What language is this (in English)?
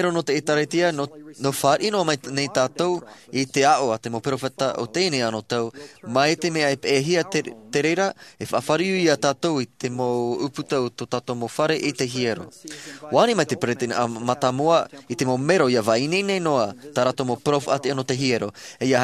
Tahitian